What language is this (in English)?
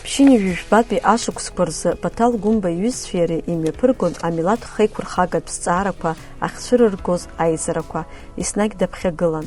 Abkhazian